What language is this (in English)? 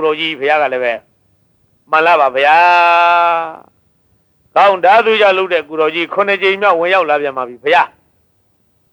Burmese